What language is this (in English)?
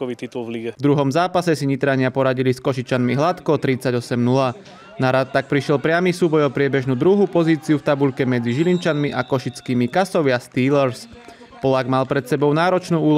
Slovak